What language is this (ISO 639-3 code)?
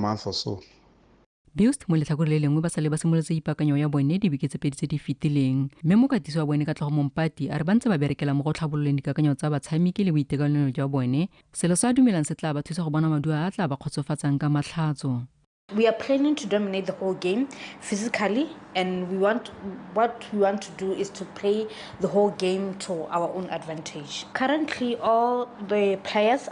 tsn